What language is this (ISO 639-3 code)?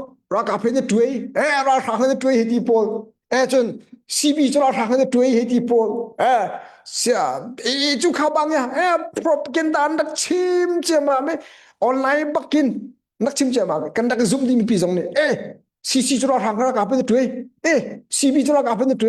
cnh